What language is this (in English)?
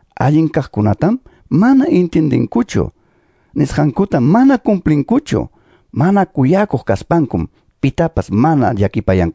Ayacucho Quechua